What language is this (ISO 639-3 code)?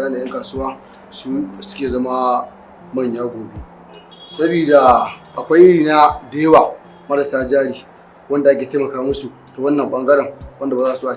hau